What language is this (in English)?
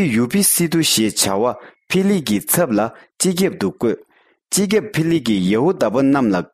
Tibetan